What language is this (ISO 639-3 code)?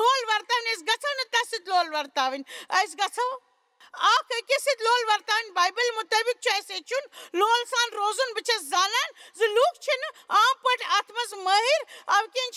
kas